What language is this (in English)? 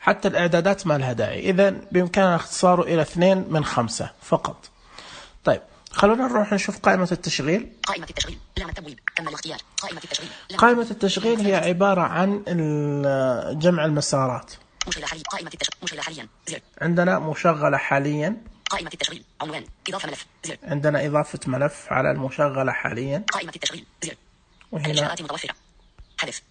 Najdi Arabic